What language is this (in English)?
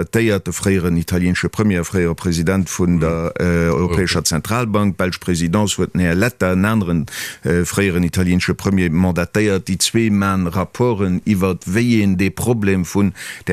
Luxembourgish